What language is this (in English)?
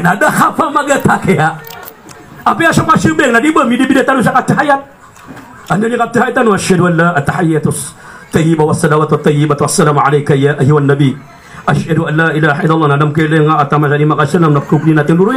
Maranao